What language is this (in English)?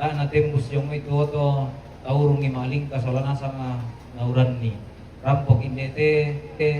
Toraja-Sa'dan